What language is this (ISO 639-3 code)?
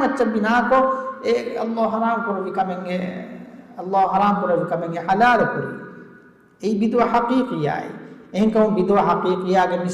div